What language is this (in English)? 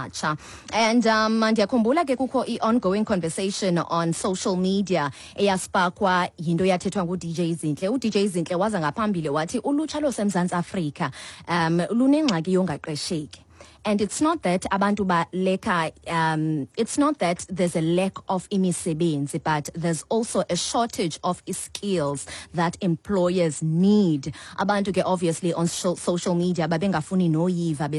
Xhosa